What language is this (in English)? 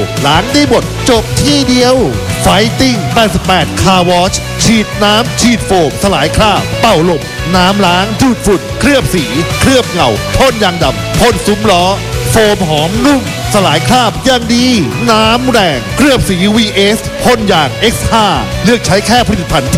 Thai